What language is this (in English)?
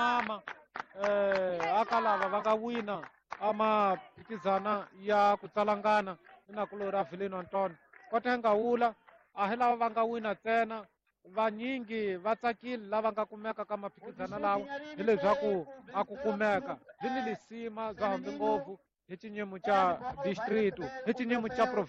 Tsonga